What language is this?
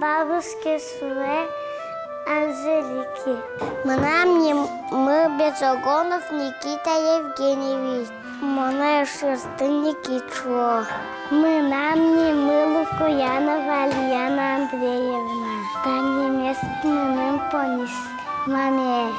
Udmurt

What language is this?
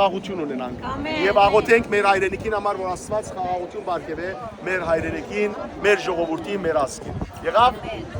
Western Armenian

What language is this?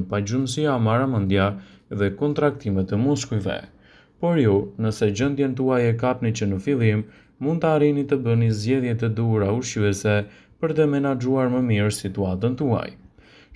Albanian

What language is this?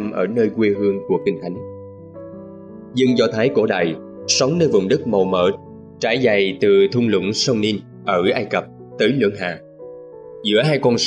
Vietnamese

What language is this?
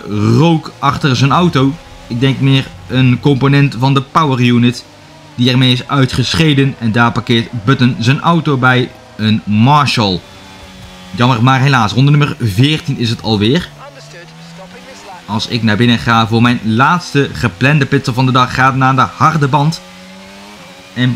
Dutch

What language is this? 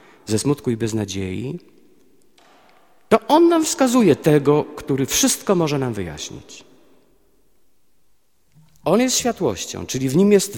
Polish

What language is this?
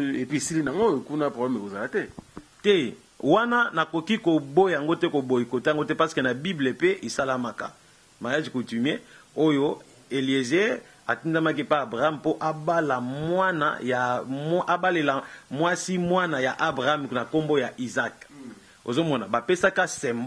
Lingala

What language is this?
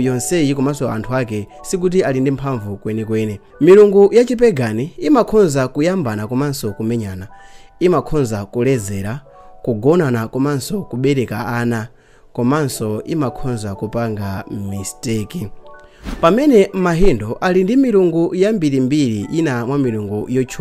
Nyanja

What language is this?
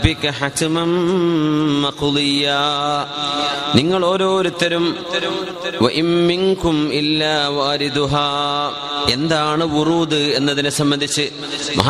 Malayalam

